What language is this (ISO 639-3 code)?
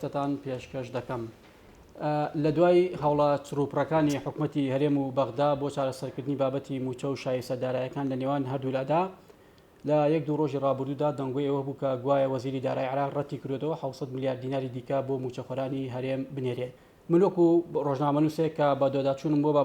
ckb